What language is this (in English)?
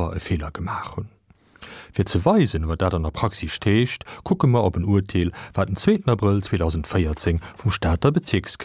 Luxembourgish